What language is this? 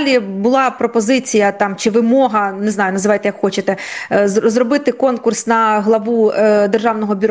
Ukrainian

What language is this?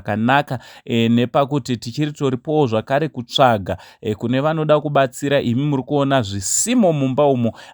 Shona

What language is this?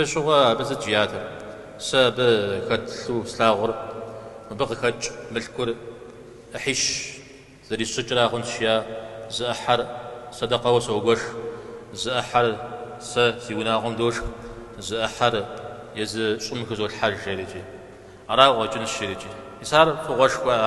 Kabardian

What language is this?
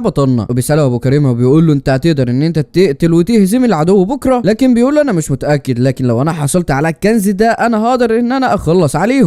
Egyptian Arabic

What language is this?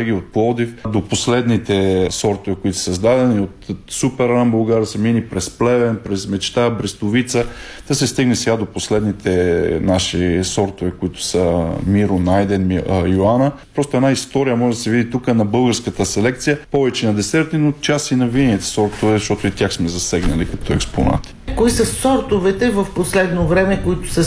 Bulgarian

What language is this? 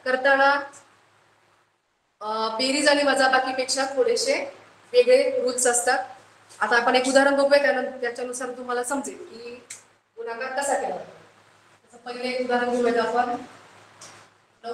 Marathi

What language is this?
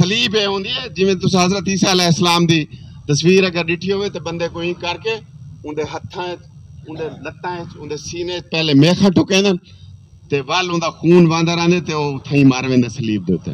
Saraiki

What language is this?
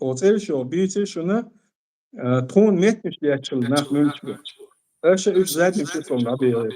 Chechen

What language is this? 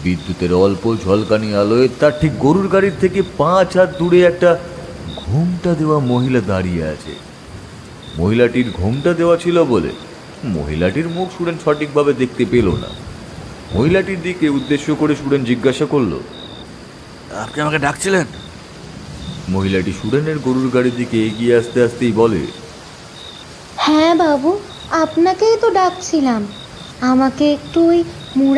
Bangla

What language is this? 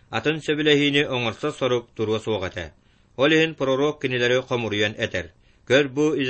Yakut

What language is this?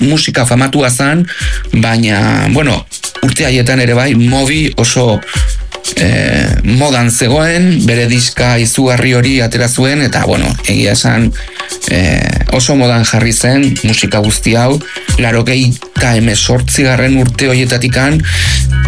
Basque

